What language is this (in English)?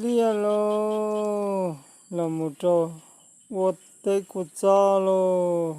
Hmong